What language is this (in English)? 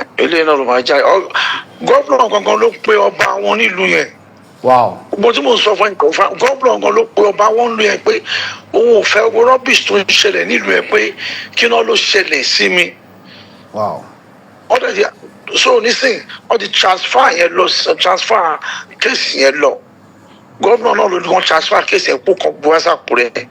Yoruba